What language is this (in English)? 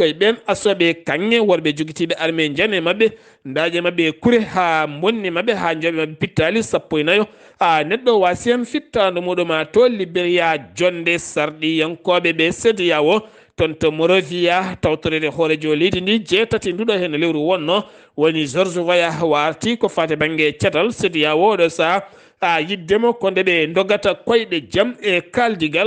Fula